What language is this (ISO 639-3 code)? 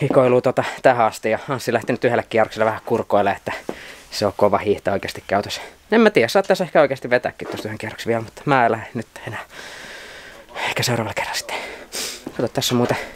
fin